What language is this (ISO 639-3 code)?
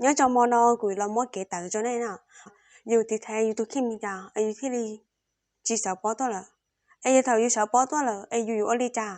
hmn